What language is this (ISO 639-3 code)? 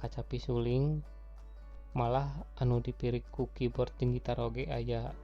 sun